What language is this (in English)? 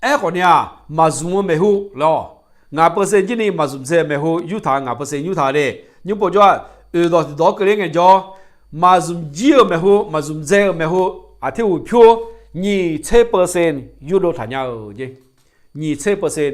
Akha